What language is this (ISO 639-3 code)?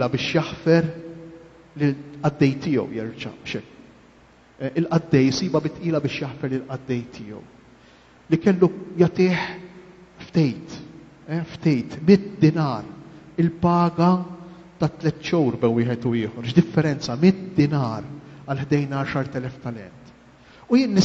mlt